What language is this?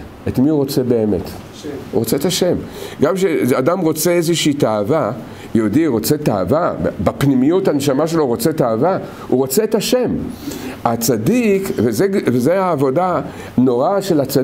Hebrew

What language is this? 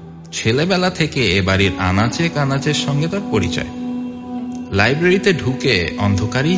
Bangla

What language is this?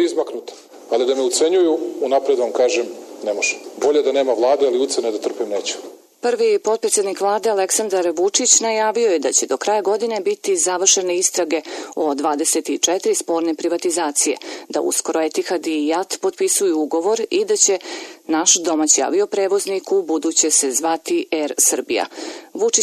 Serbian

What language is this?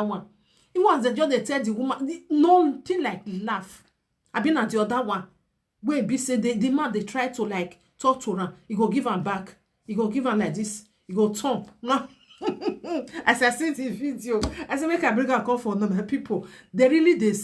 Nigerian Pidgin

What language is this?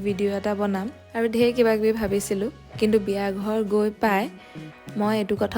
Assamese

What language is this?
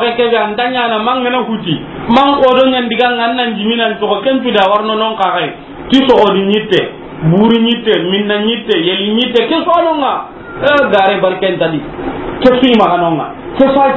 Soninke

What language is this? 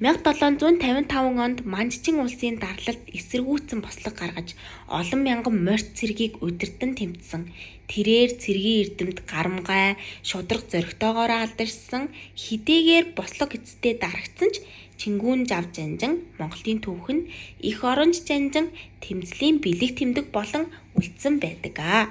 Mongolian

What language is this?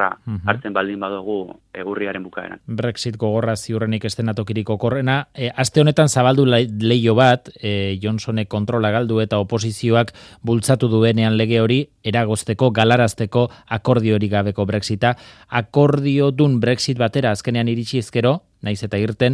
Basque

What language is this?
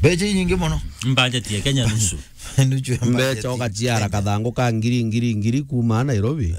Meru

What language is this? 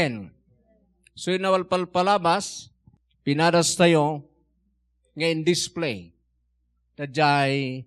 Iloko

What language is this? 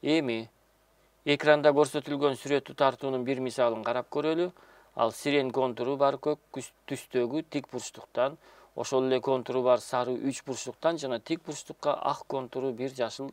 Kyrgyz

